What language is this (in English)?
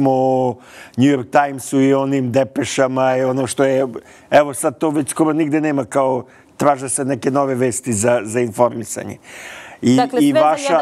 Serbian